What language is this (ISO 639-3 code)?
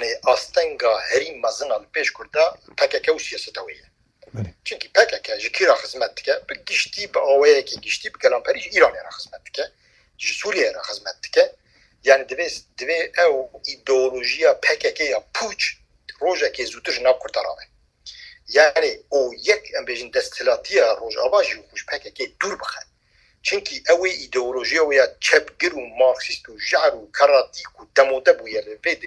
kur